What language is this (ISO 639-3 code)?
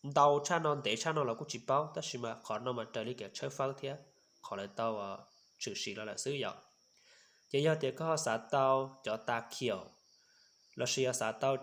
hmn